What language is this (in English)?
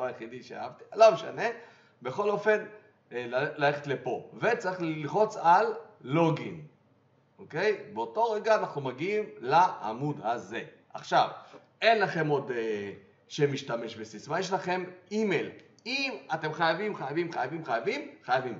Hebrew